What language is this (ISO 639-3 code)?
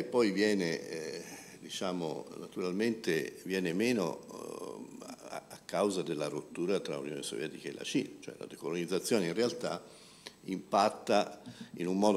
ita